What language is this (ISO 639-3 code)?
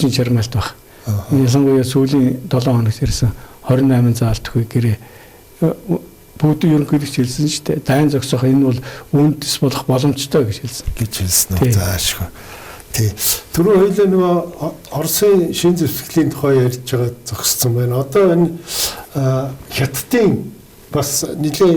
mon